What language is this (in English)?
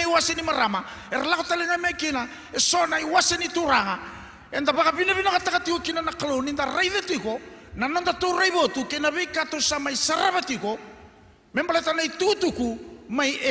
Fijian